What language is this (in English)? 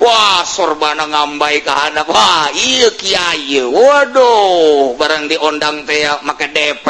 Sundanese